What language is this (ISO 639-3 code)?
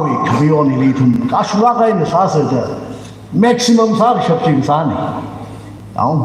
nmf